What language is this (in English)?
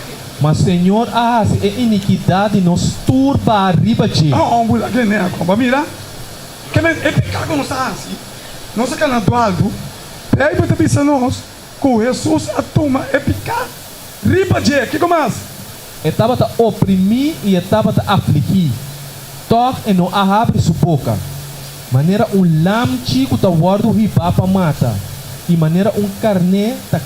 Papiamento